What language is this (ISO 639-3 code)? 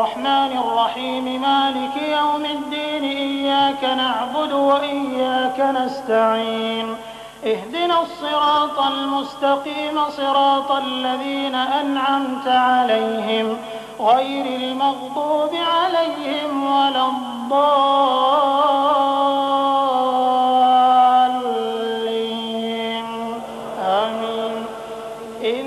ara